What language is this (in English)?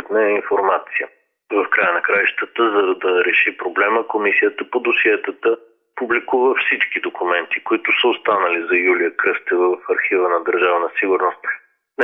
Bulgarian